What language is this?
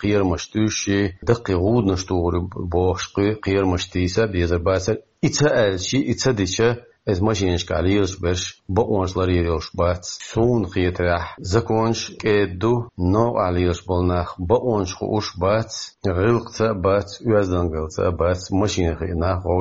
Chechen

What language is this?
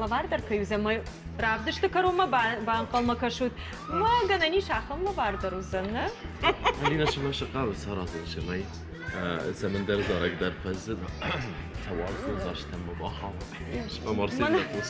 Ossetic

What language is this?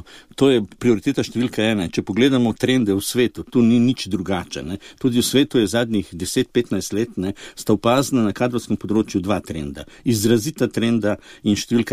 Slovenian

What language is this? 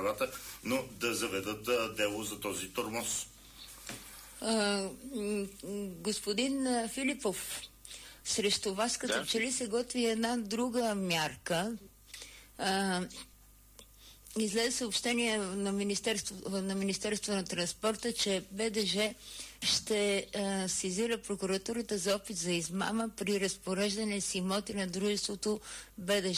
Bulgarian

